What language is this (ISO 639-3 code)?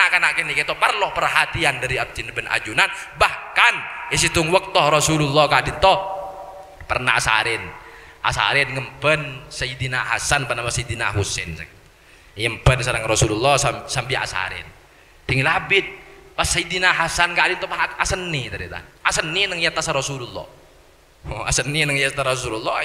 mad